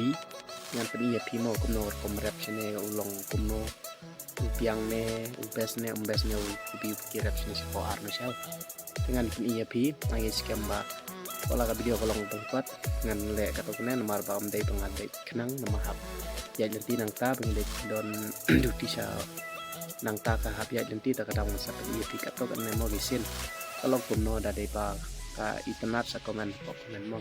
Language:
Khasi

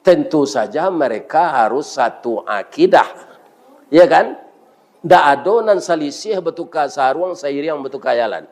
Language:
Minangkabau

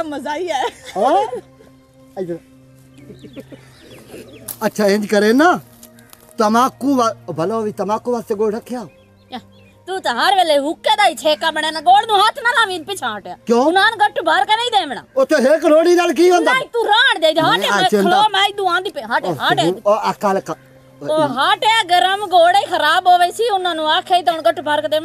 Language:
Punjabi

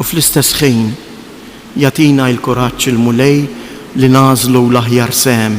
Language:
Maltese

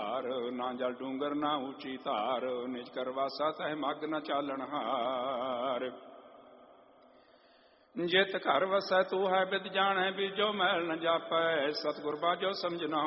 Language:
Punjabi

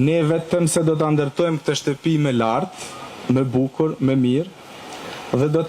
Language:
Albanian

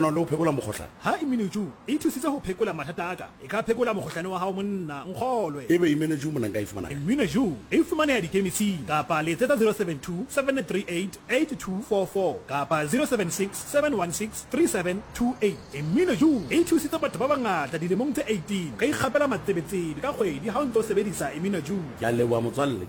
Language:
Southern Sotho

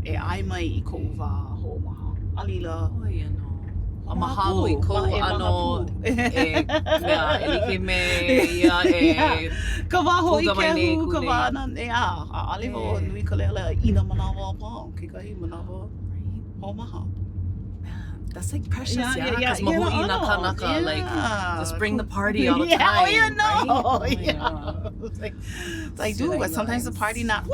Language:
Hawaiian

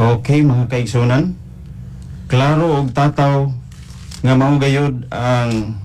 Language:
Cebuano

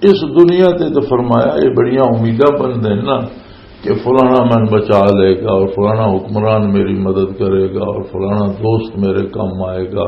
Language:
Western Panjabi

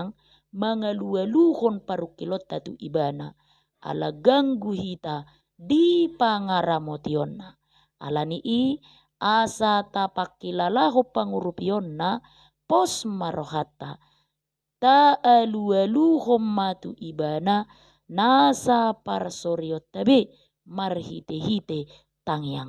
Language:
Batak Toba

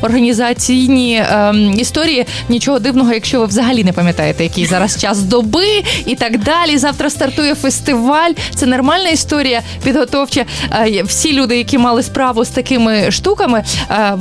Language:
Ukrainian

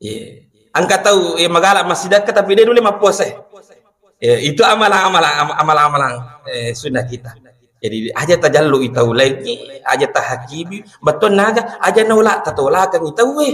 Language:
Buginese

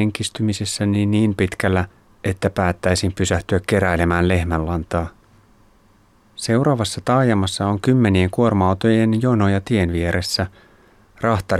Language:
Finnish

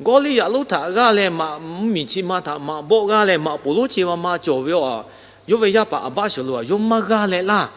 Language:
Lahu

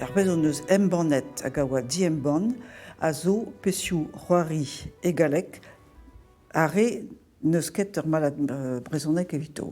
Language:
Breton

